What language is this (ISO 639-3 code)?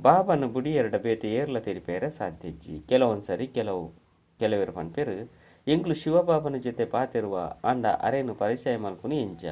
tcy